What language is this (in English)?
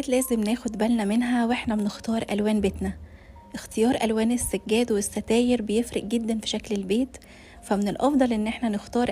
Egyptian Arabic